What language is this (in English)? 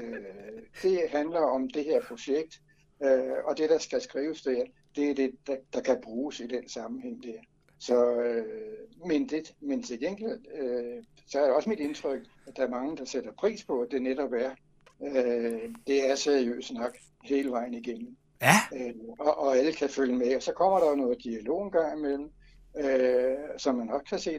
Danish